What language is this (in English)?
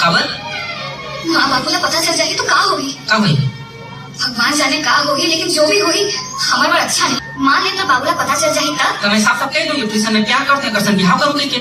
Chhattisgarhi